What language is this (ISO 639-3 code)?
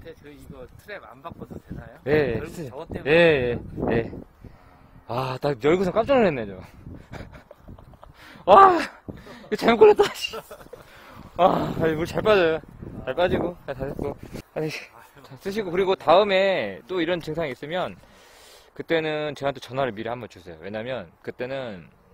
kor